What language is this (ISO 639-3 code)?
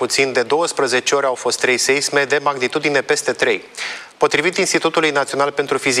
ron